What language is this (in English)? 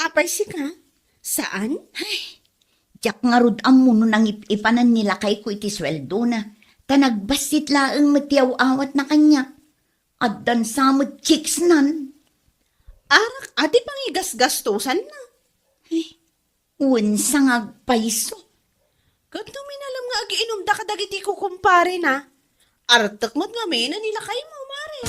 Iloko